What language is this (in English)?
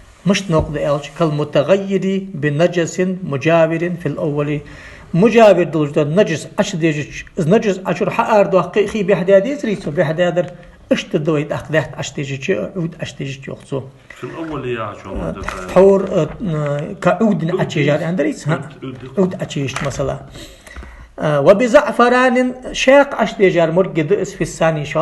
Ingush